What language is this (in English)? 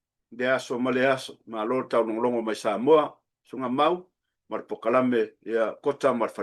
Samoan